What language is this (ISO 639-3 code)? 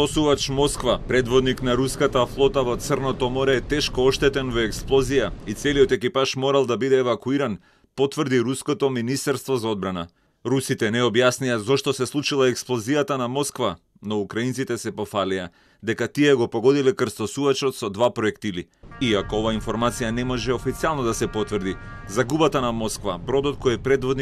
mkd